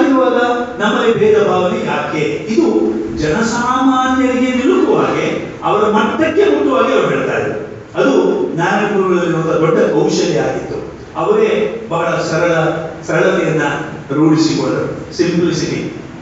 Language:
Kannada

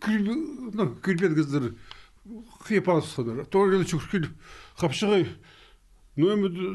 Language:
Khakas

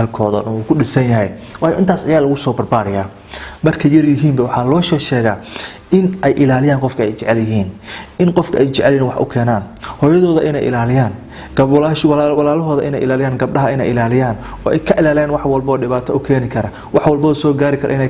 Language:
Somali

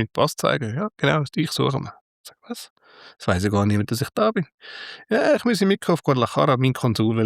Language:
Swiss German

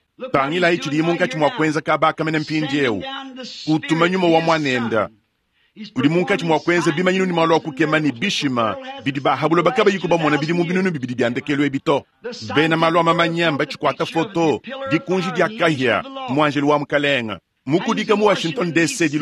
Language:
Luba-Lulua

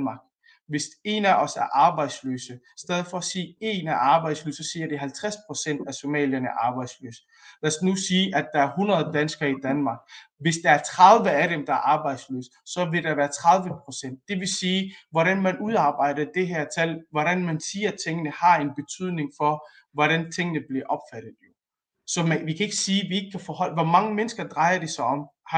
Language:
Danish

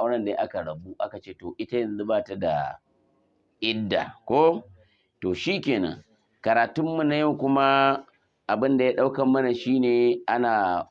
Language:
Hausa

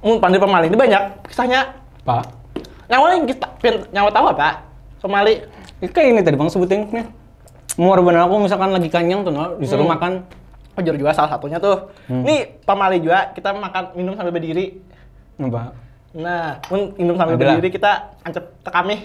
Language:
Banjar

